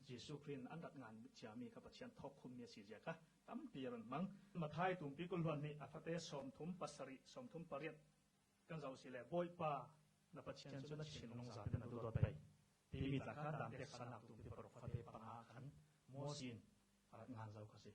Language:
Falam Chin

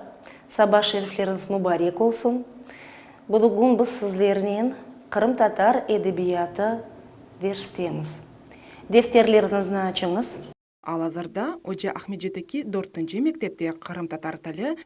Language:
Crimean Tatar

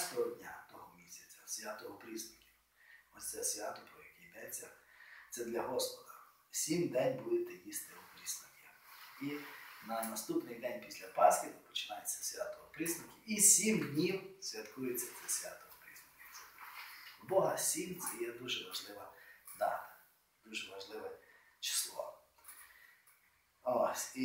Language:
Ukrainian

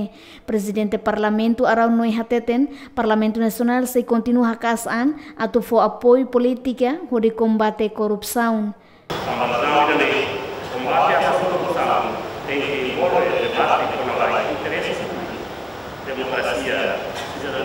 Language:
Tetum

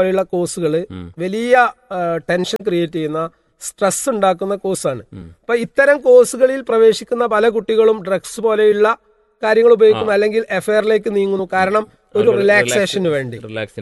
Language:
Malayalam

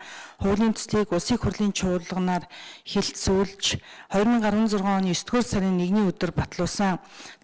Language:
Mongolian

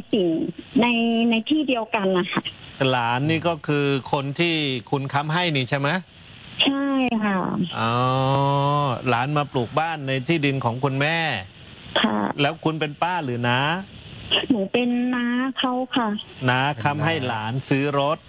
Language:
Thai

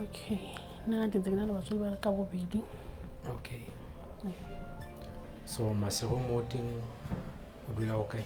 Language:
Southern Sotho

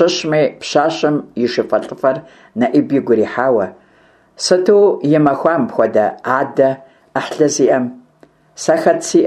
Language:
Kabardian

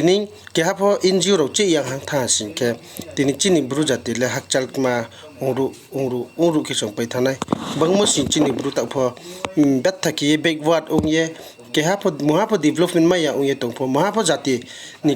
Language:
Riang (India)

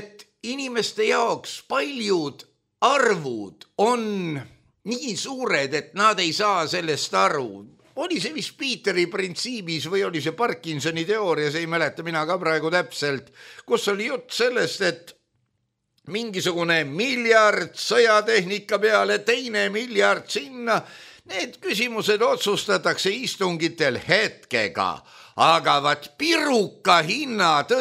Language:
Estonian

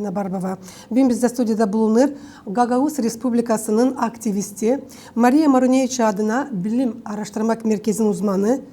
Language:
Gagauz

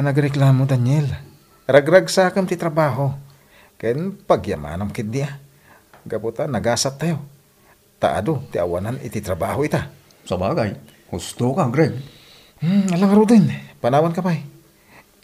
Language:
Iloko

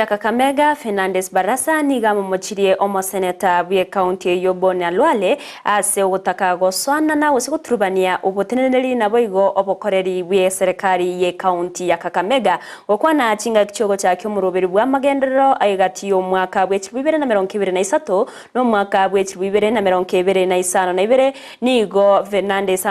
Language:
Gusii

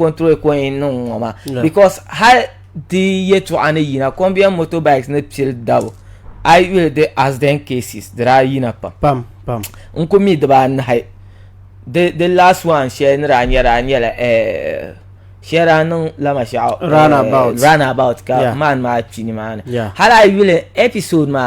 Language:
Dagbani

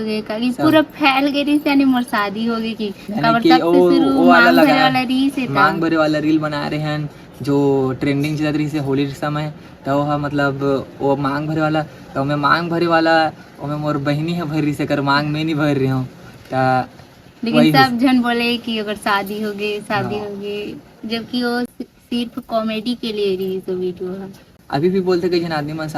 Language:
Chhattisgarhi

